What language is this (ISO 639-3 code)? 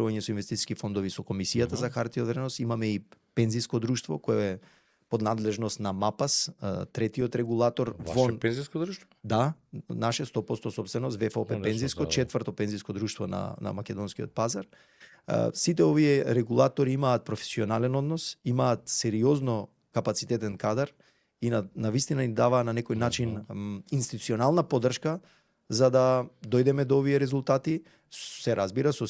mkd